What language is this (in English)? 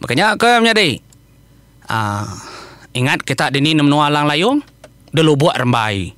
Iban